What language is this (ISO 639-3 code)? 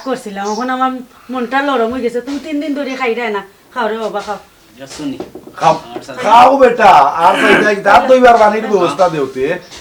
syl